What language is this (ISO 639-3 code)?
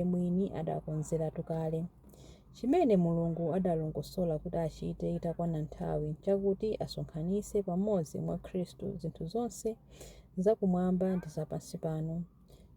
nya